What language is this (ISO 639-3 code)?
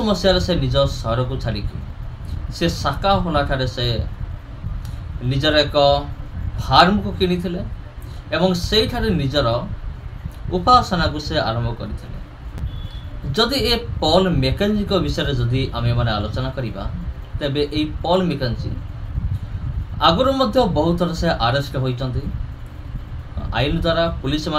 ori